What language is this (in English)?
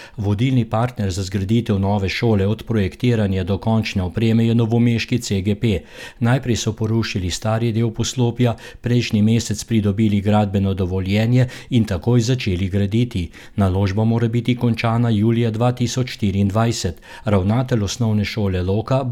Slovenian